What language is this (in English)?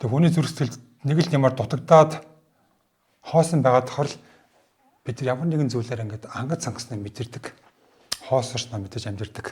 Mongolian